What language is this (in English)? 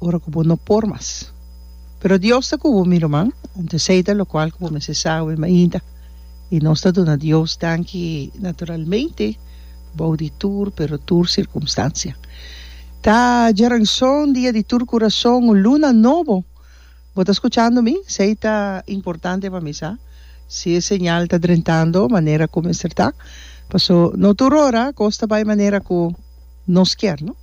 Papiamento